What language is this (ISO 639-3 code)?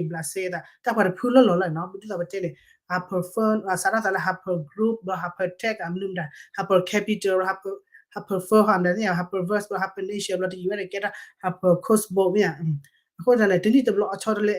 ksw